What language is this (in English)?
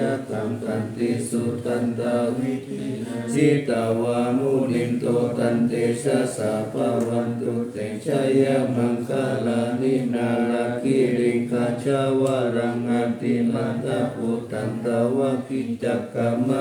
Pali